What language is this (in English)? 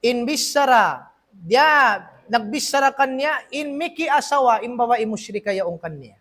Tausug